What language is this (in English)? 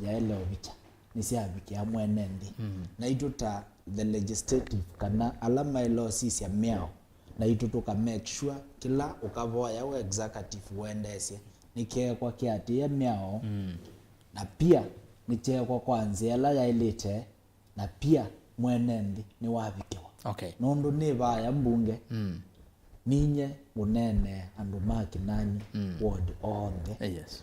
Kamba